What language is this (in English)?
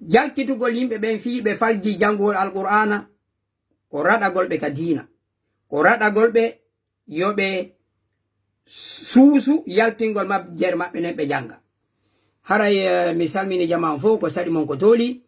Fula